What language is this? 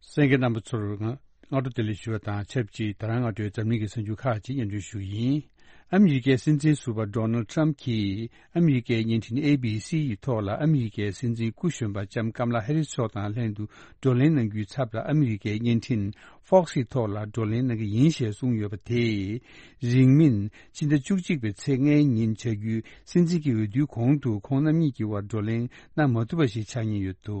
Tibetan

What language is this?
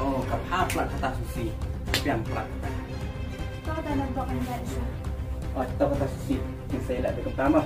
Khasi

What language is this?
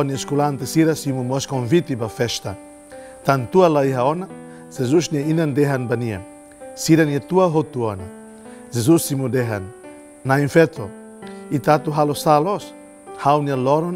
Tetum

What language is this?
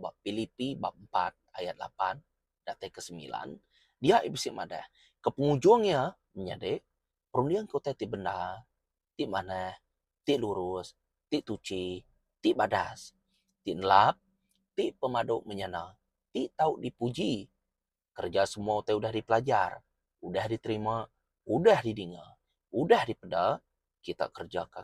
Iban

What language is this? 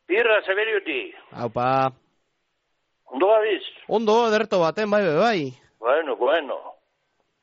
Basque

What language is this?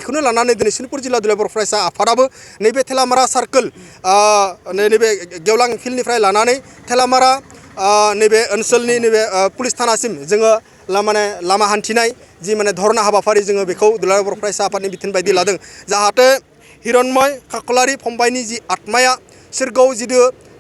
Bodo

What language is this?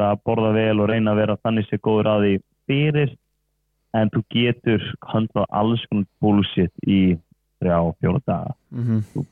Icelandic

